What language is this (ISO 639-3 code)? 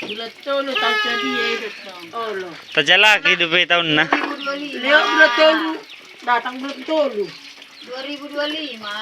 bbc